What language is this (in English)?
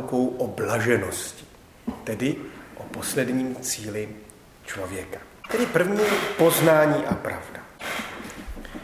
Czech